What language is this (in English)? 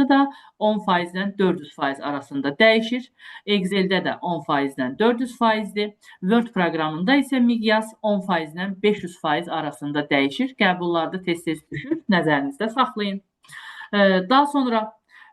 Azerbaijani